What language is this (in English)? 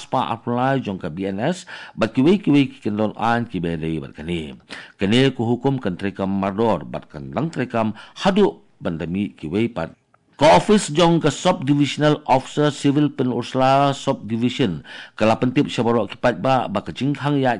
Khasi